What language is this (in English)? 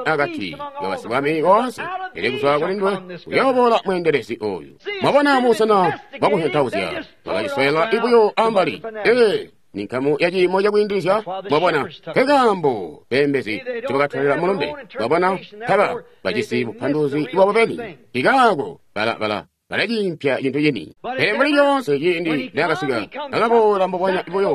Tonga (Zambia)